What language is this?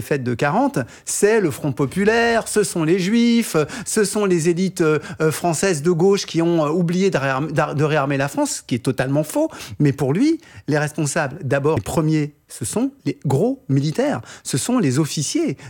French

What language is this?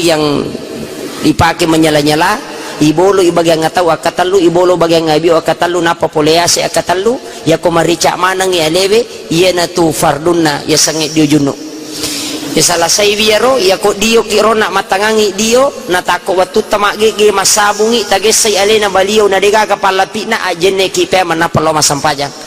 Buginese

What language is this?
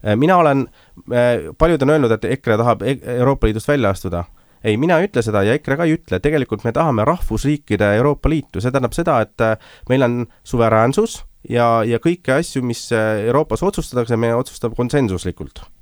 Estonian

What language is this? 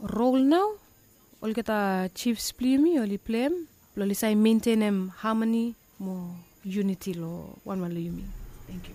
Bislama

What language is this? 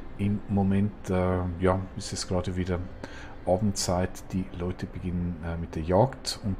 Swiss German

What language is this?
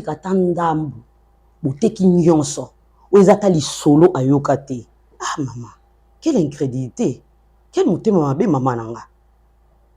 Lingala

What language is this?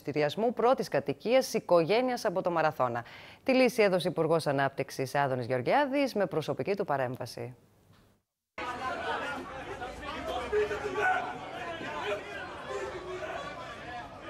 Greek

